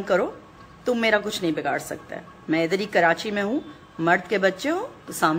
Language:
Urdu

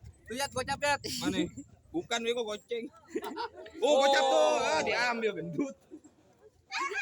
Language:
Betawi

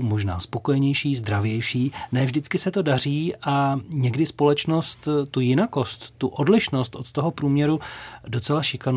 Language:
Czech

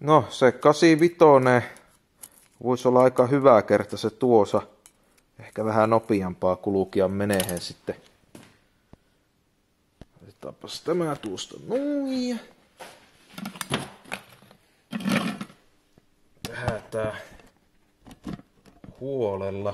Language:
Finnish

